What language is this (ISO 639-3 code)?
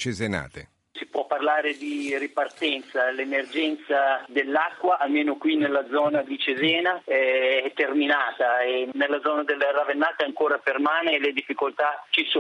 ita